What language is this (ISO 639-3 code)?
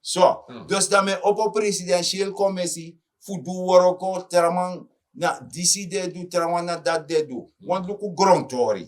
srn